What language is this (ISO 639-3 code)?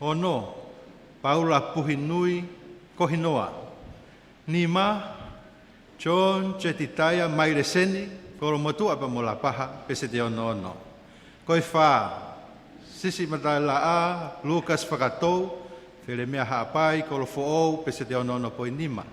ton